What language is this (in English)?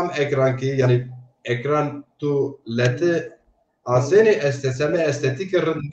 Zaza